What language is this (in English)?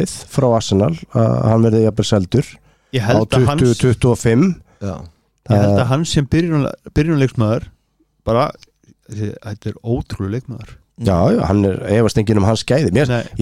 Icelandic